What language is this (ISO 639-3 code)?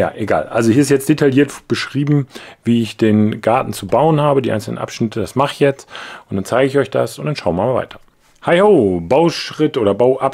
deu